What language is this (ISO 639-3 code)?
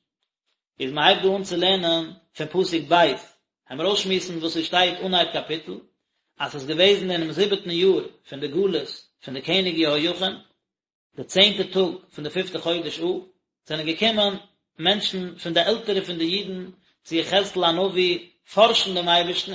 yid